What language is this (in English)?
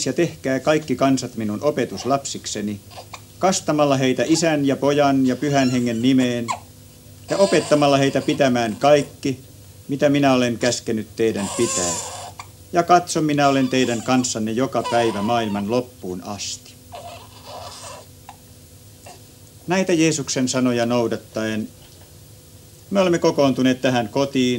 Finnish